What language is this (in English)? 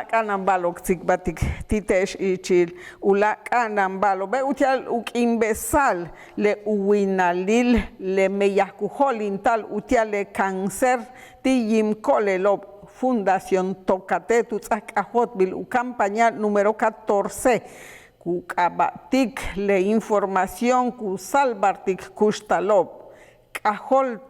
Yucateco